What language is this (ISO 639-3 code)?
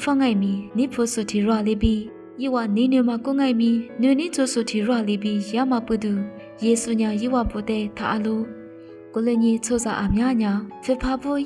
lis